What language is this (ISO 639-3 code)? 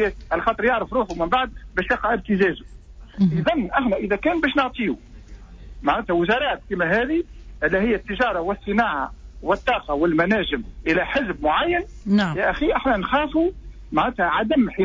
aeb